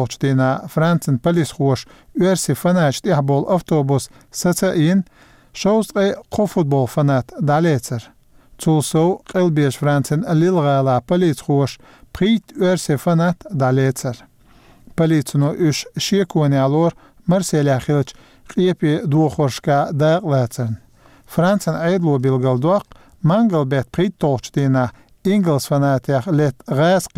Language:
Chechen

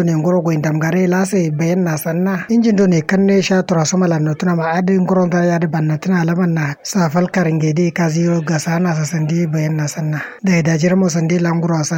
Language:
Kanuri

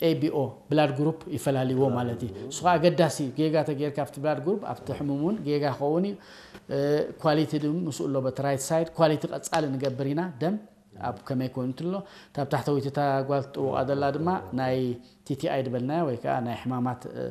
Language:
Tigrinya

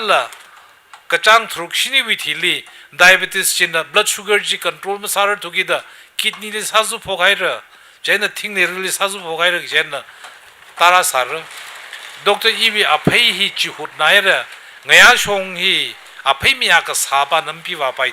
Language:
Tangkhul Naga (India)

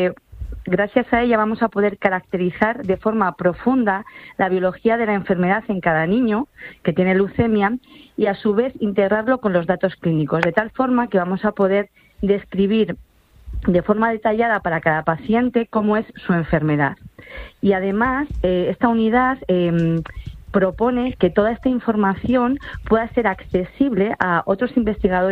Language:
Spanish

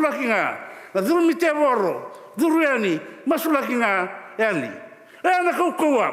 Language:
Fijian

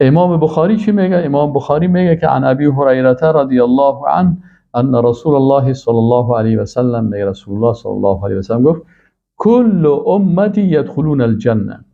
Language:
Persian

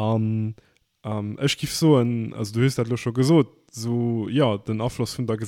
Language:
Luxembourgish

